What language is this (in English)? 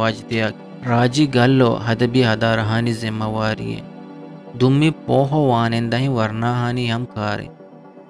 Eastern Balochi